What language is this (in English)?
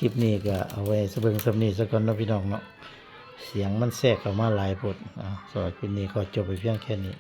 Northeastern Thai